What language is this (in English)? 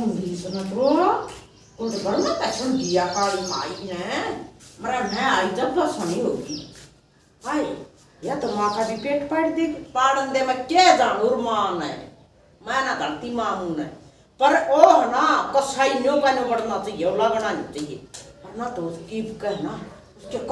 Haryanvi